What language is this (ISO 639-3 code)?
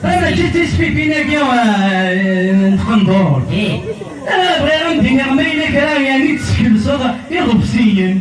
kab